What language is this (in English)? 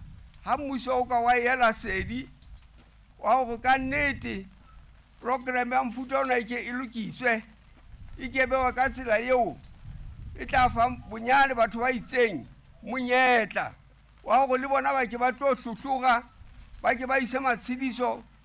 Southern Sotho